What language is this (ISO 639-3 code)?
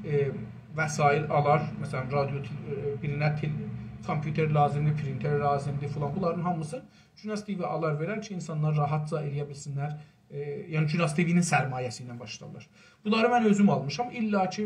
azb